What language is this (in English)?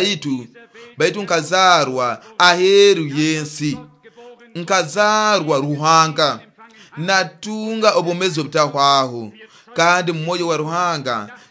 Nyoro